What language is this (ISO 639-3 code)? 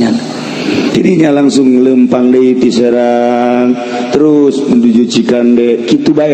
sun